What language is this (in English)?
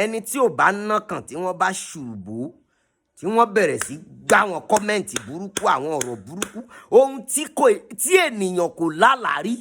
Yoruba